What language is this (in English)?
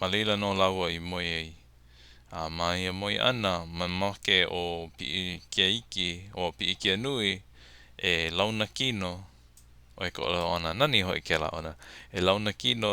Hawaiian